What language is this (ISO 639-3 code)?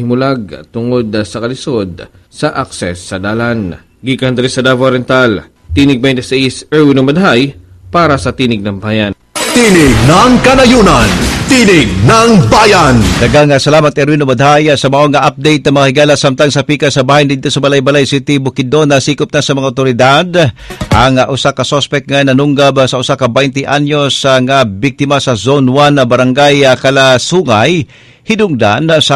ceb